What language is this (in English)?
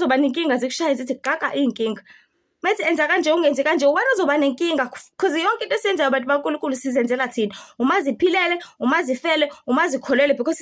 Zulu